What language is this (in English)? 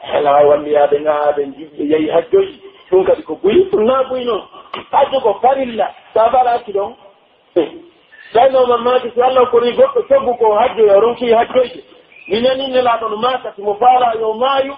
Pular